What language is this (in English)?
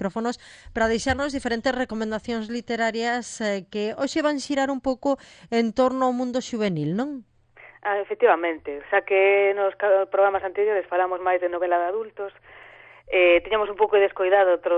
Galician